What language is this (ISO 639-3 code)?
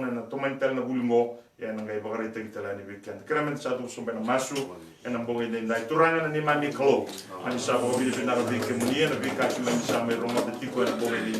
fij